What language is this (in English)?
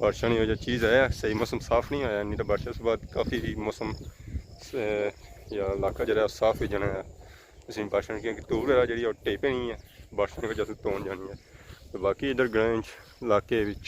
Pahari-Potwari